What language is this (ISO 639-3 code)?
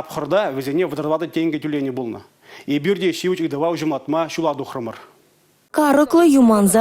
chv